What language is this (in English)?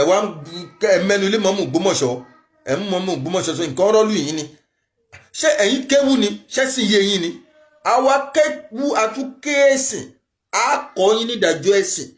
Yoruba